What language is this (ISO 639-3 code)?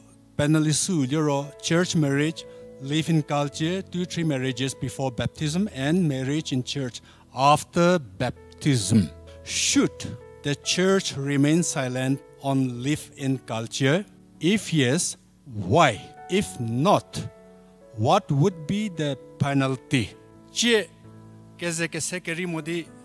njm